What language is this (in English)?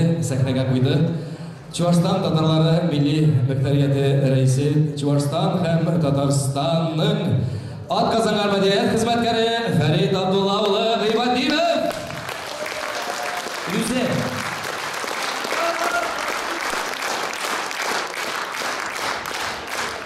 Kazakh